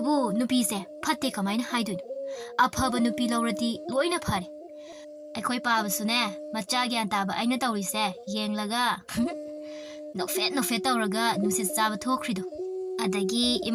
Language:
Manipuri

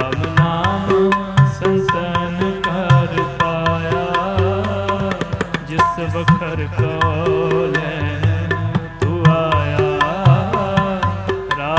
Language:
Punjabi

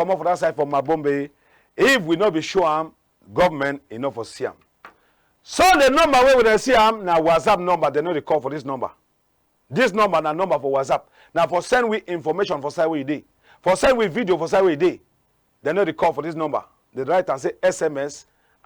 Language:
Cameroon Pidgin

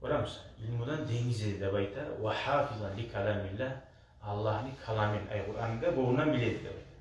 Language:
Kumyk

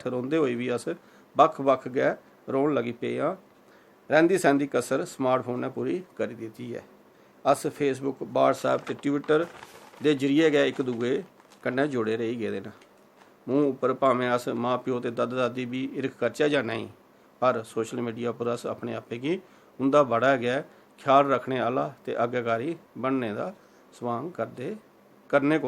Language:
Dogri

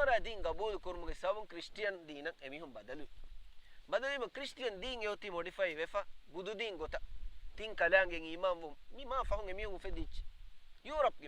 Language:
Divehi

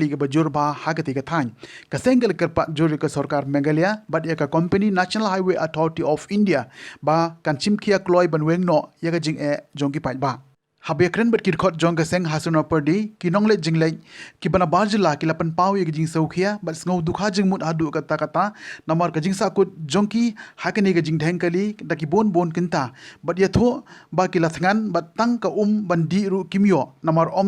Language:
Khasi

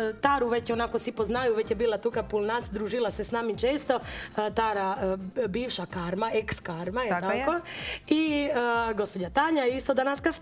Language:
Croatian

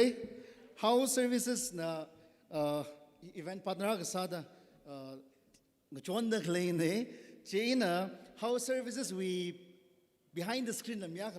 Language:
Tangkhul Naga (India)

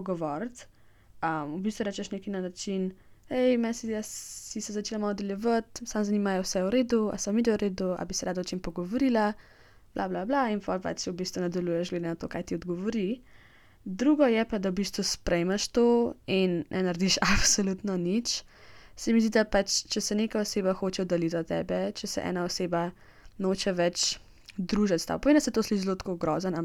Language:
Slovenian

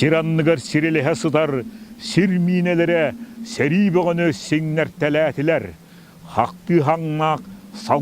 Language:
Yakut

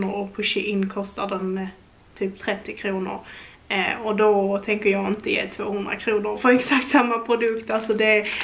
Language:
Swedish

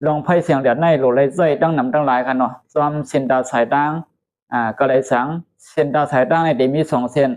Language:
Shan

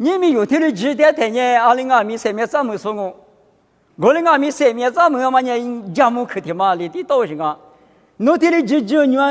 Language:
Lisu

